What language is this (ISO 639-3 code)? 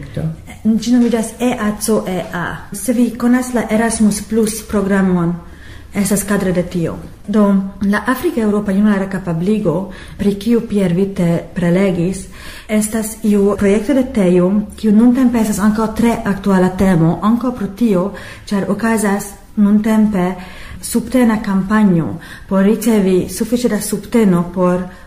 epo